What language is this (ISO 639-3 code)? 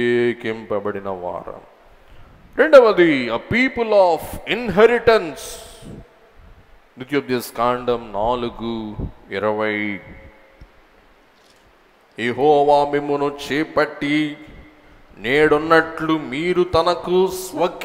tel